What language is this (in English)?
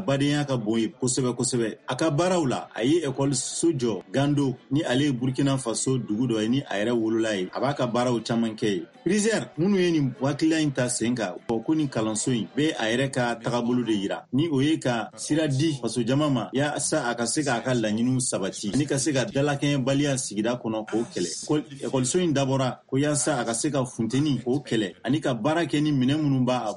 Bambara